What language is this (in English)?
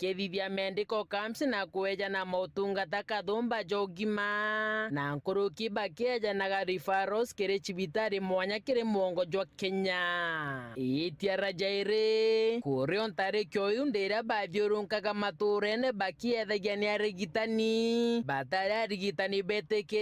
Meru